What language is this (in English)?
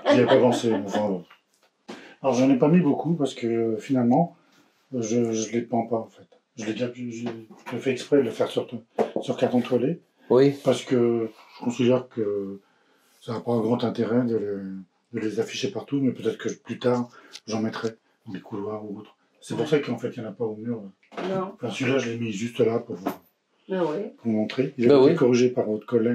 French